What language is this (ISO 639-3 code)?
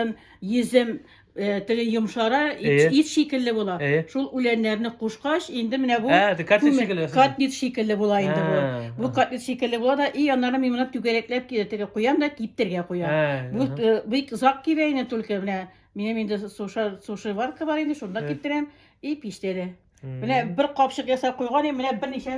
tat